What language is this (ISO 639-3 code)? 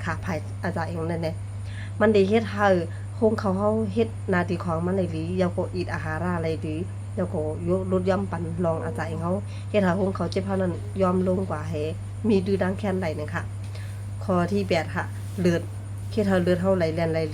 shn